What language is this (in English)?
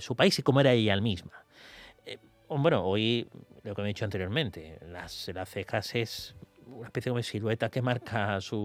Spanish